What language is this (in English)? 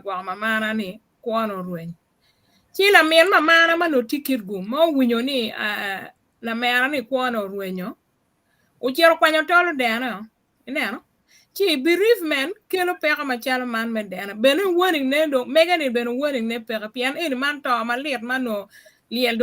Acoli